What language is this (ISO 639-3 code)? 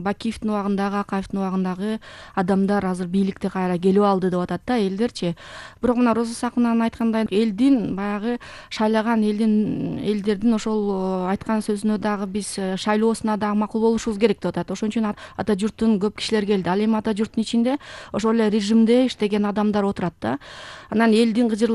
kir